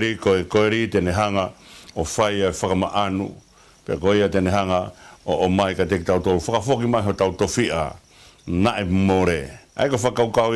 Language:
Tongan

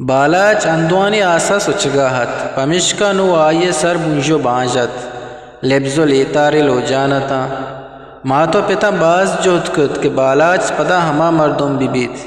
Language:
Eastern Balochi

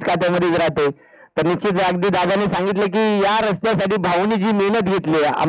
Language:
Marathi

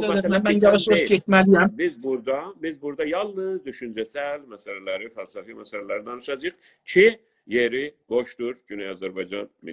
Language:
South Azerbaijani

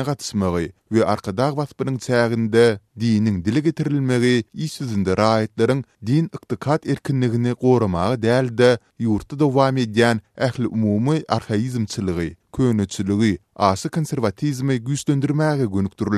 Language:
Turkmen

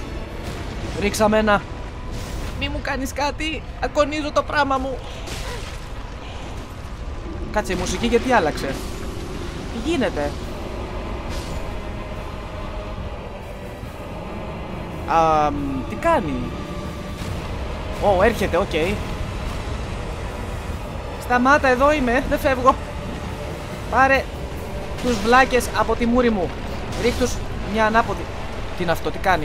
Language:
Greek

